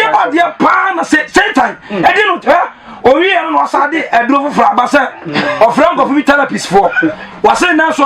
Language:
Akan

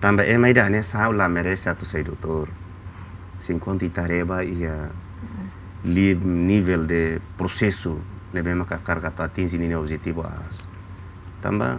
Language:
Tetum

